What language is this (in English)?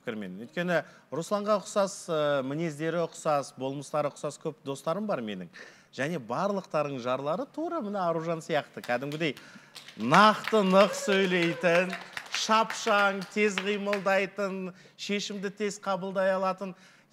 Kazakh